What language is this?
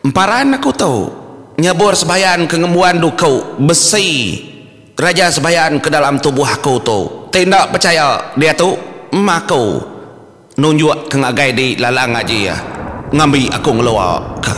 Iban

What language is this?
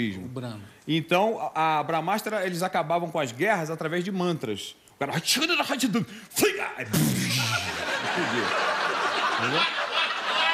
Portuguese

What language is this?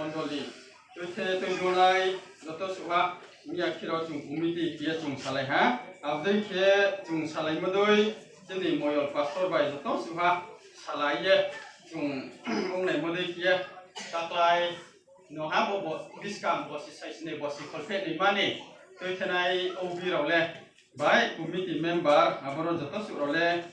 Riang (India)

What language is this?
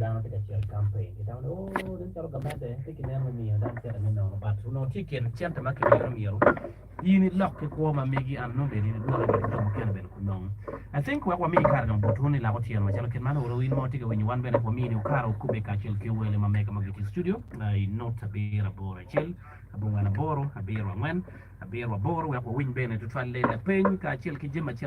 Acoli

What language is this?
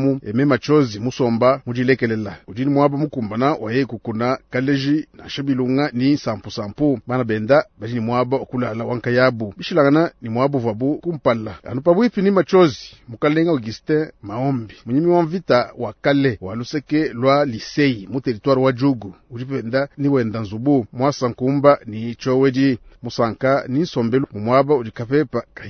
Luba-Lulua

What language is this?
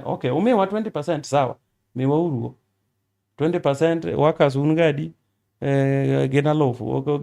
Luo (Kenya and Tanzania)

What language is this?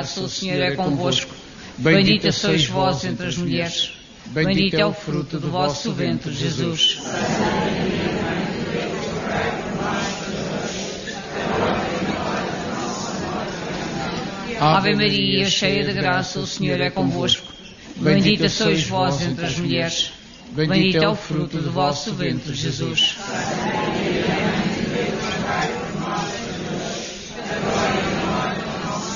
Portuguese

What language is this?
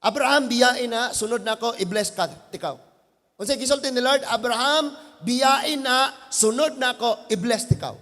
Cebuano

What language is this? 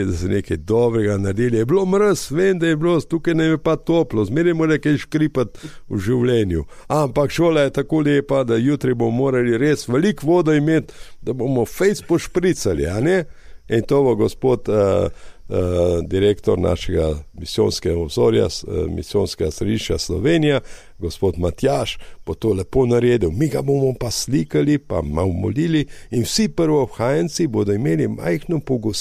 Slovenian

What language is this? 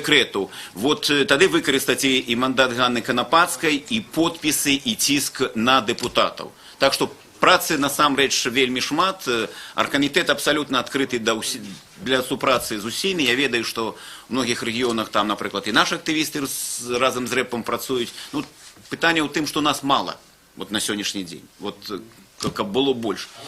Belarusian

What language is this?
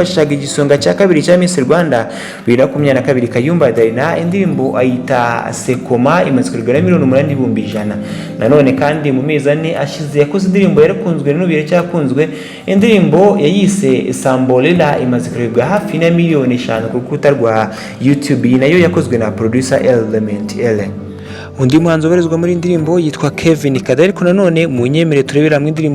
Kinyarwanda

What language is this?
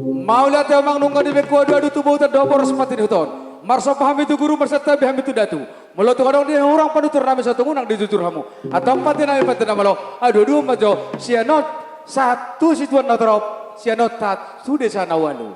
Batak Toba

